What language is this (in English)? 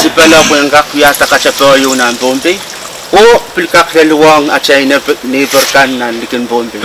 Pohnpeian